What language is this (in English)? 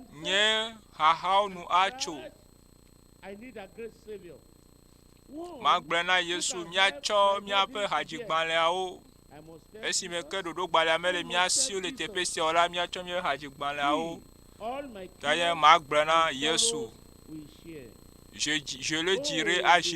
Ewe